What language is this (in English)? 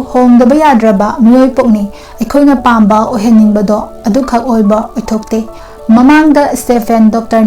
Manipuri